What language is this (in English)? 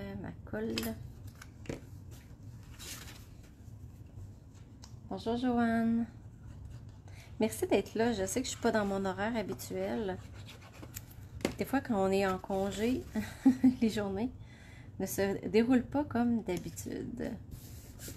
French